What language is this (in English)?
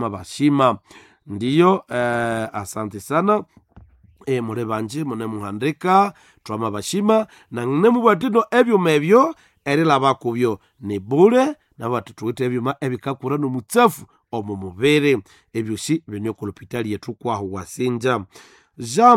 Nande